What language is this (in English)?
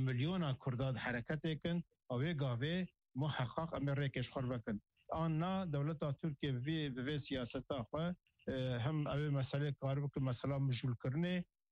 Kurdish